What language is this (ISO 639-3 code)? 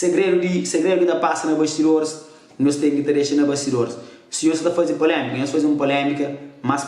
kea